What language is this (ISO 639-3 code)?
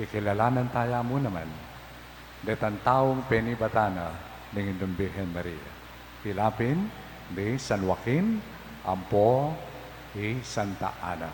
pam